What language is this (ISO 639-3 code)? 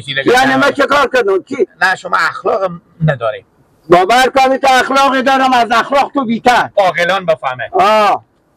fas